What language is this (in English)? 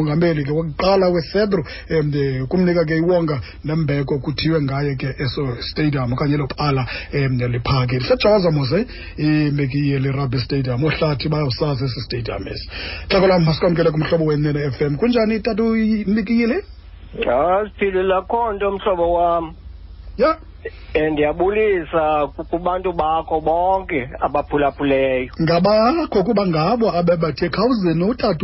Xhosa